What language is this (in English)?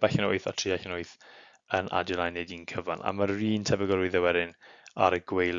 Welsh